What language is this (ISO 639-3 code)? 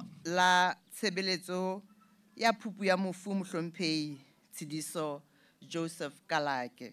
sot